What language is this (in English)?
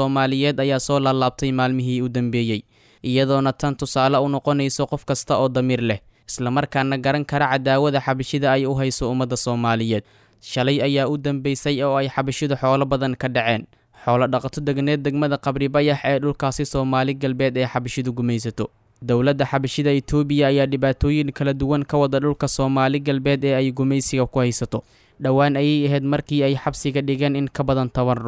Somali